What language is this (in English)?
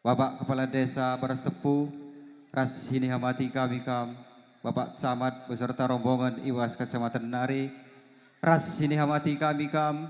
Batak Karo